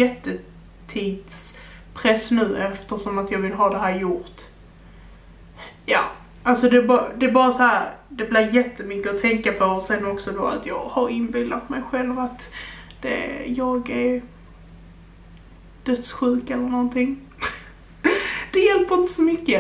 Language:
Swedish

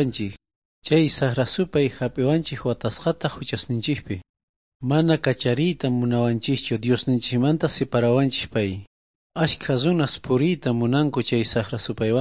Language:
Quechua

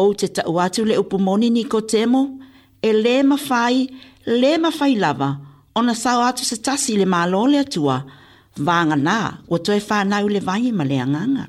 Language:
Samoan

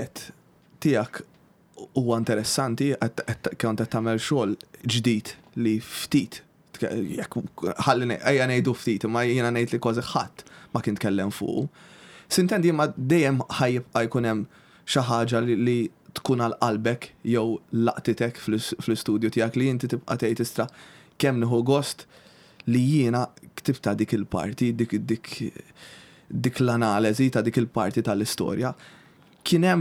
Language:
Maltese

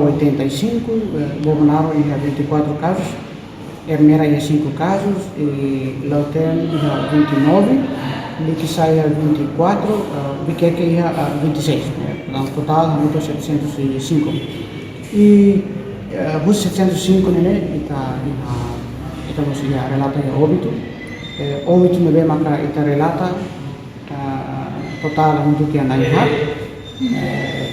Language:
Tetum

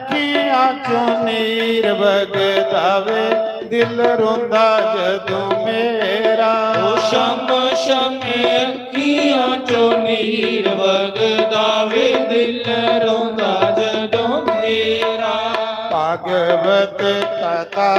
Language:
Dogri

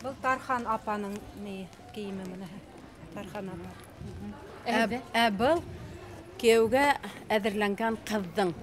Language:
Bashkir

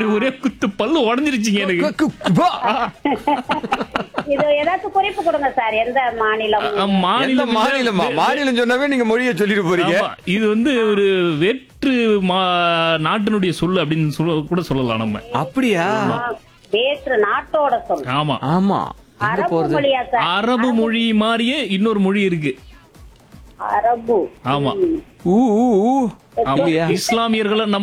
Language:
Tamil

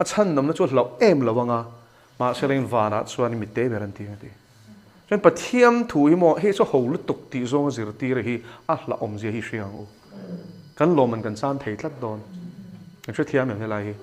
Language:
Mizo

